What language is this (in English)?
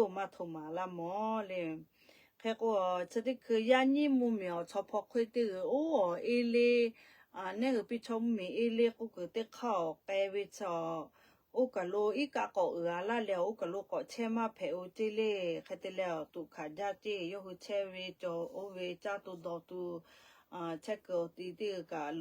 Lahu